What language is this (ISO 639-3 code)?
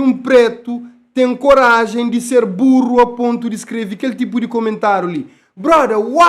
kea